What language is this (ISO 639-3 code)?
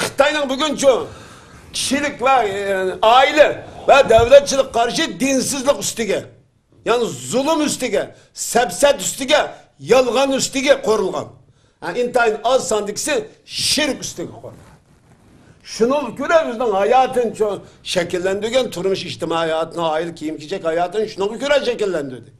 uig